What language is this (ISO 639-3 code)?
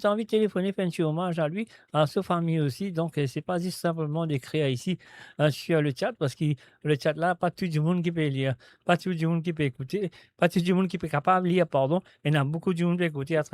mfe